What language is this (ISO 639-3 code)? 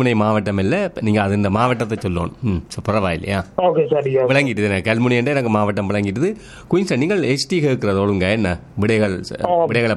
tam